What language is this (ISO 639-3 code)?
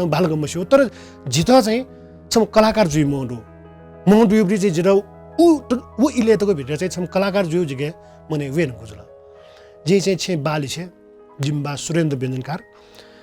new